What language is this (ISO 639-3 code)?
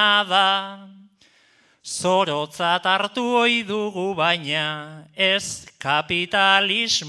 eus